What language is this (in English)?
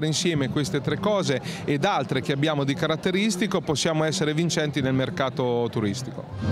Italian